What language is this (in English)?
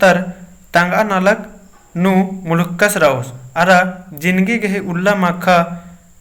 Kurukh